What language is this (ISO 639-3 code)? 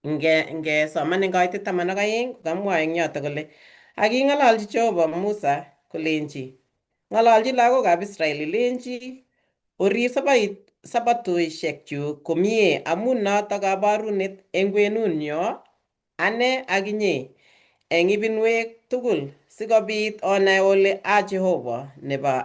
kln